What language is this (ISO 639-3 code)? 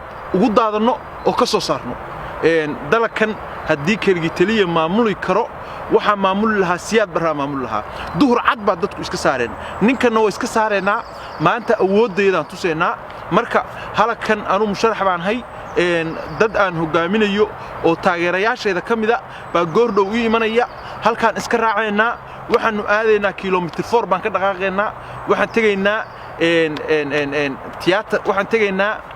som